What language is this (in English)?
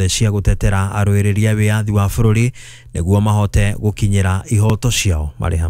Kikuyu